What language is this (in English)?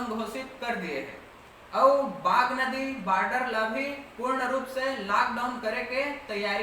Chhattisgarhi